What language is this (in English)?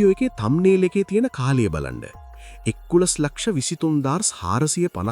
Sinhala